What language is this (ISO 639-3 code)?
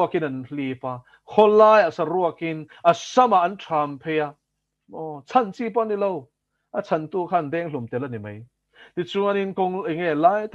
lus